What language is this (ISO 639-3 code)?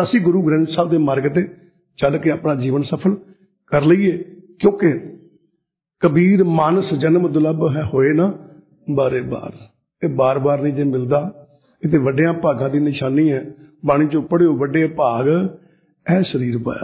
pan